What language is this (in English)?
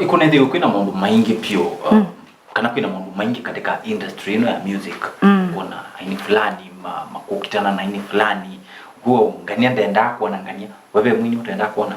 Kamba